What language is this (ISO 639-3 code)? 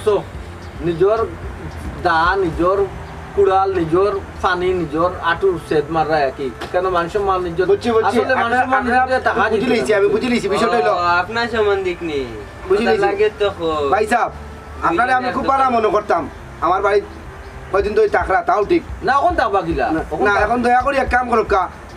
syl